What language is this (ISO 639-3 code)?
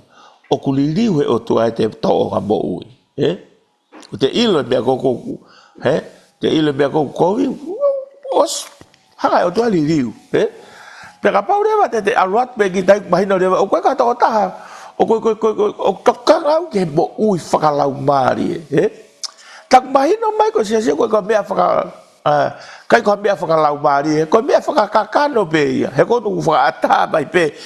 ton